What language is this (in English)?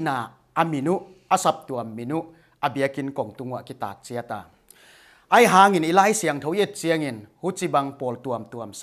Paite Chin